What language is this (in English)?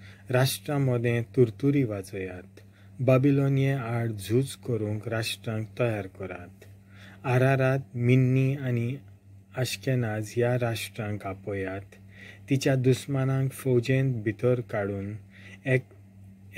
Konkani